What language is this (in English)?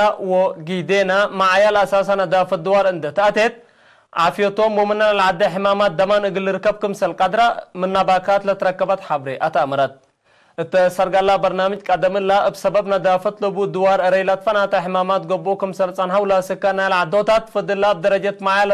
Tigre